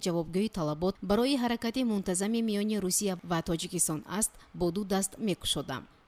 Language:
Tajik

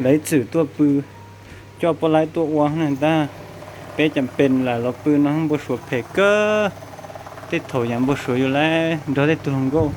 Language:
Hmong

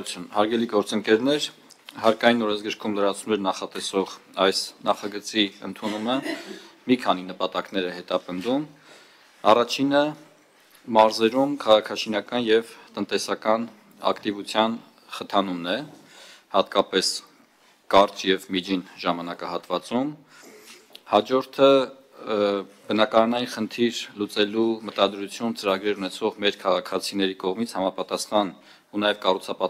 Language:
Armenian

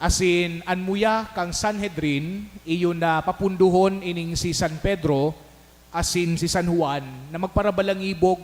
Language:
Bikol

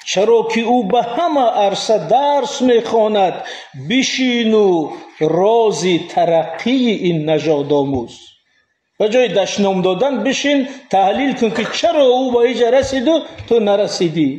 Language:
Tajik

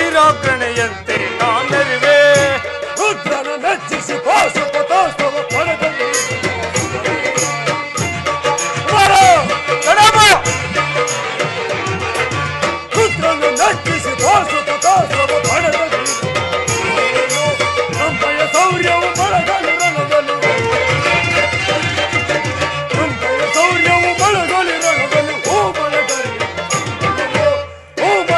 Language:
Kannada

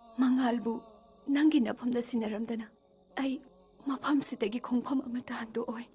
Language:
Manipuri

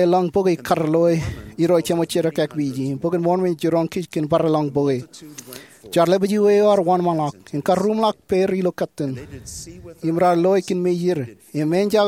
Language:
Marshallese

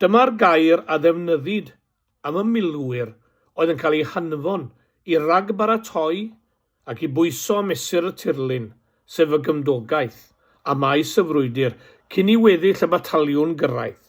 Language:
Welsh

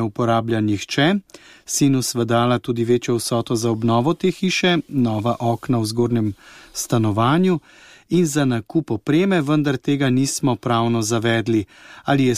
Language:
Slovenian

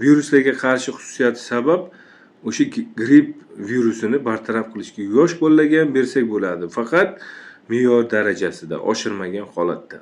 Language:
Uzbek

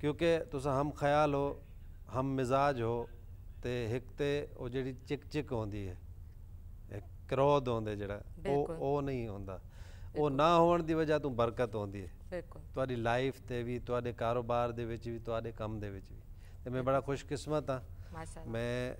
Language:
Saraiki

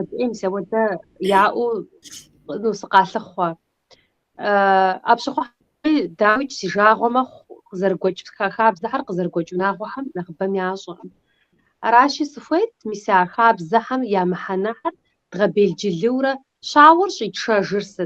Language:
Kabardian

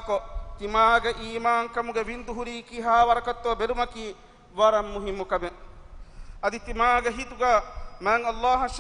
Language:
Divehi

